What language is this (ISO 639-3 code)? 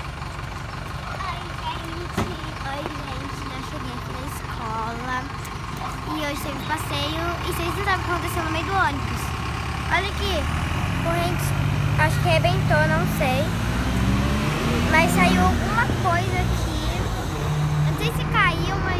por